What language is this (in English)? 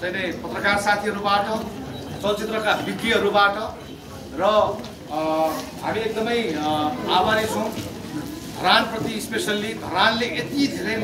Nepali